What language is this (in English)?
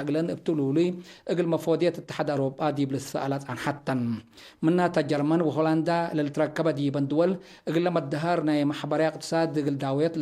Tigre